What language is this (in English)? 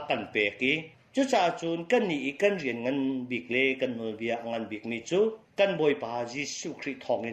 Hakha Chin